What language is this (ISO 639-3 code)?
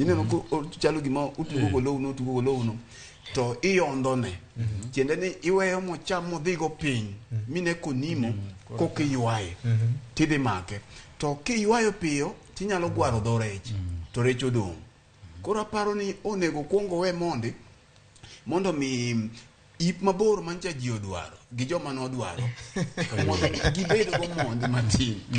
luo